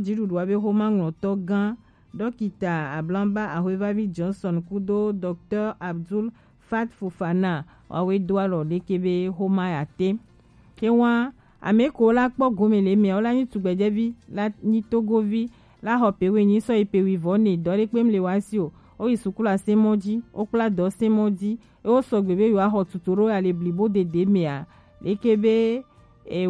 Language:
Gen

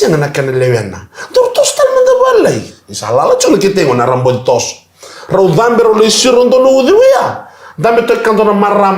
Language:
Fijian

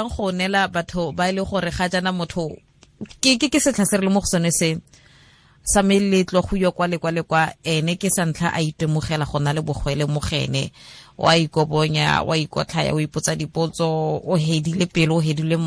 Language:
Tswana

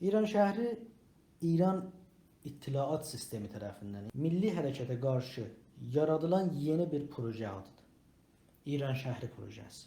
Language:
South Azerbaijani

